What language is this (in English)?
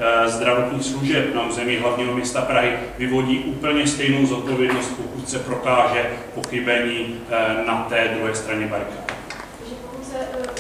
Czech